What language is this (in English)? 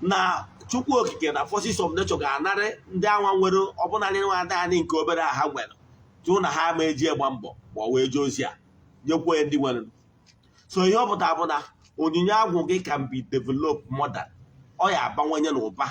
Igbo